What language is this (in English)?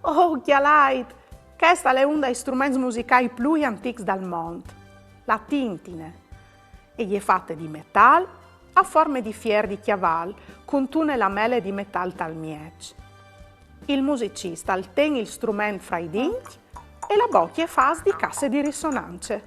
Friulian